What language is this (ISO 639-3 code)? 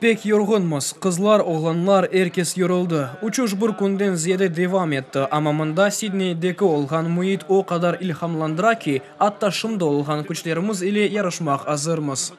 crh